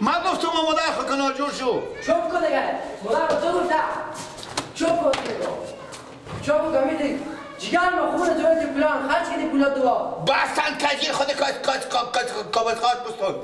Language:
Persian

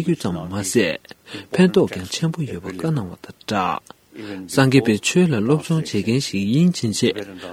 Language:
Tibetan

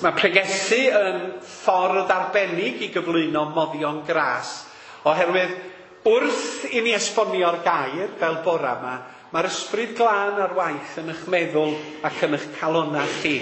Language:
Welsh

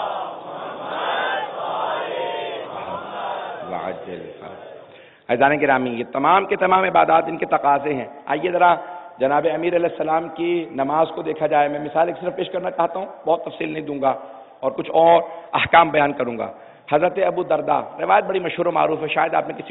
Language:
Urdu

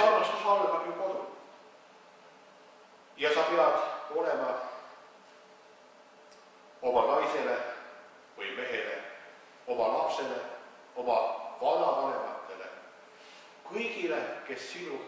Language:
Estonian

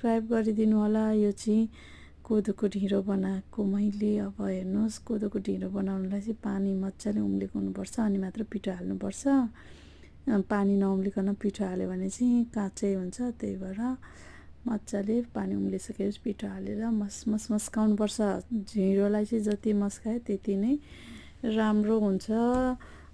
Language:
Nepali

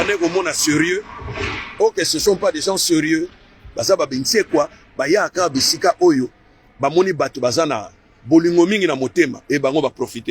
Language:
Lingala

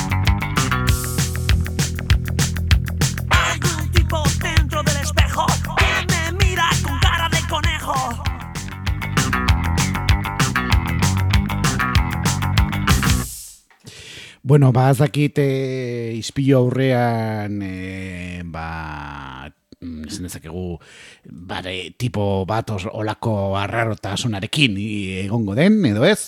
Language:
Basque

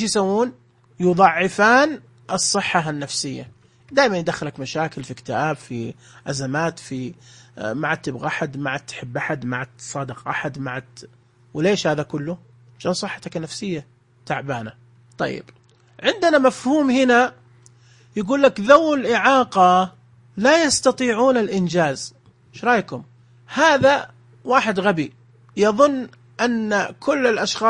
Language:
Najdi Arabic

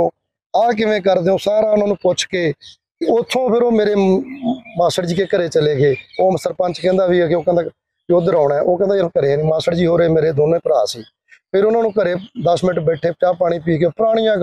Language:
Punjabi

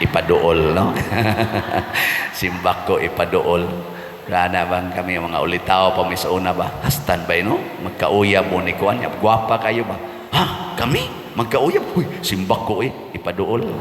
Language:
Cebuano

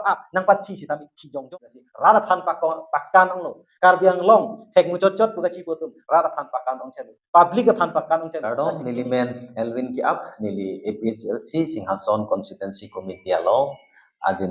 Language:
Karbi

